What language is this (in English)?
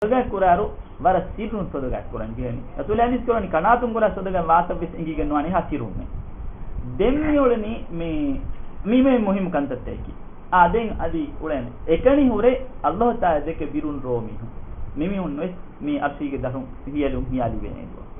Divehi